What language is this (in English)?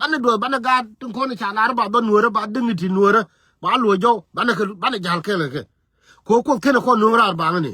Nuer